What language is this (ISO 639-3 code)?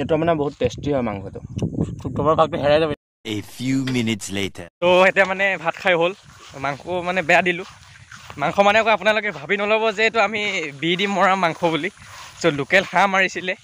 asm